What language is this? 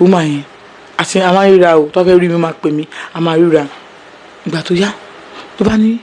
Yoruba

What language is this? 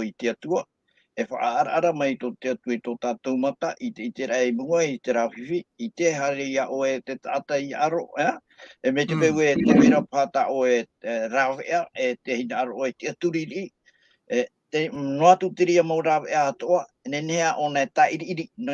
Tahitian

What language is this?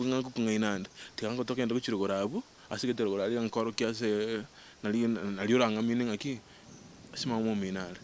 Gusii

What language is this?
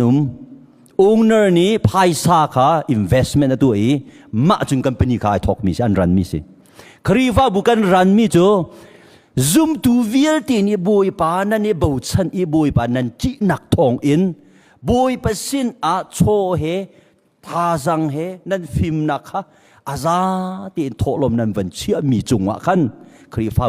Hakha Chin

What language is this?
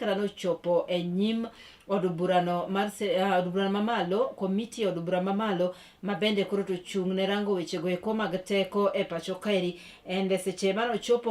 Luo (Kenya and Tanzania)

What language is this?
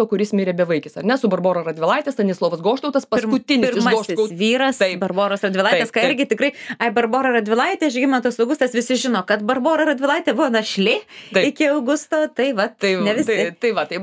Lithuanian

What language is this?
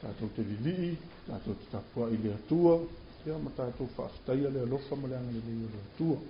Samoan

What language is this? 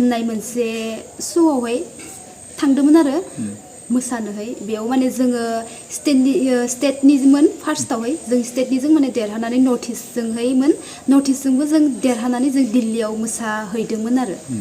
Bodo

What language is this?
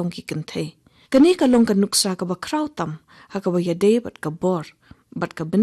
Khasi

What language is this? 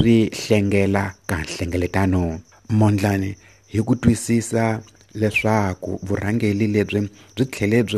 Tsonga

